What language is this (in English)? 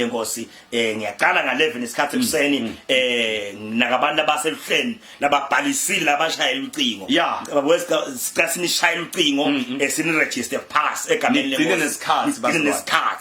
Zulu